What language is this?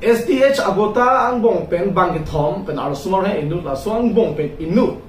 Karbi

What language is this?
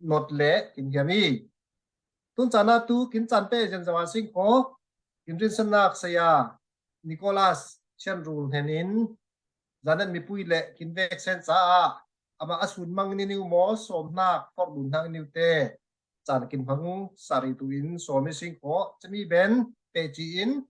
Falam Chin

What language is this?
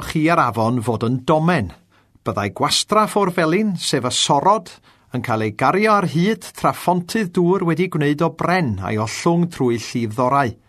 Welsh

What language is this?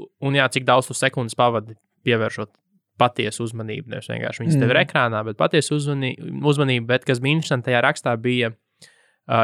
Latvian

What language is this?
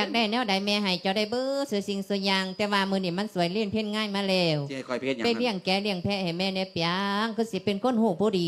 Lao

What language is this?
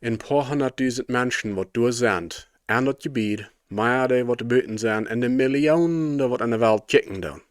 Plautdietsch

